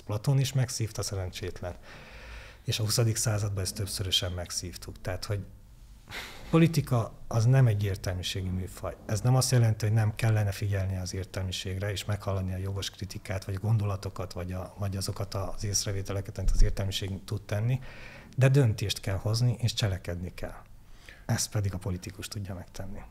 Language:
Hungarian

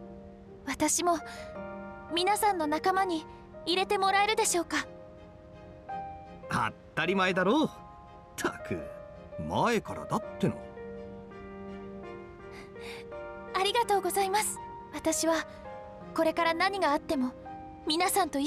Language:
Japanese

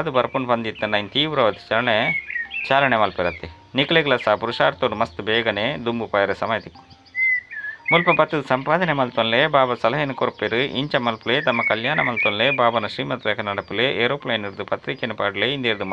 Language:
Tulu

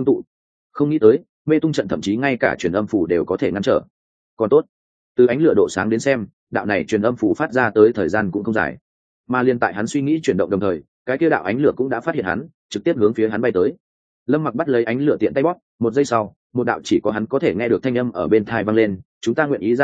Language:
Vietnamese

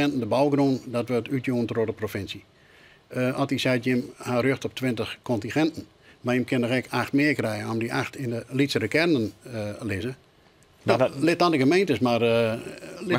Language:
Western Frisian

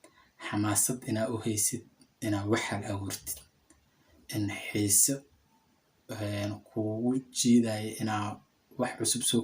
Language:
Somali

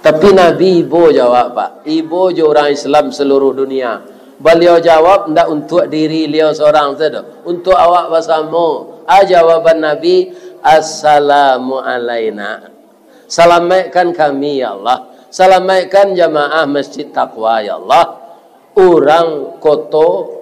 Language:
Minangkabau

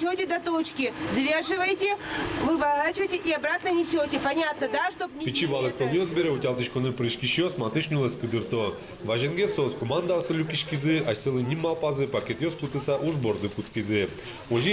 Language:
Udmurt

